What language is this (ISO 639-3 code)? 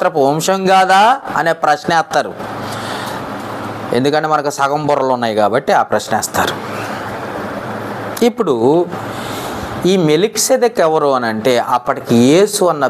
tel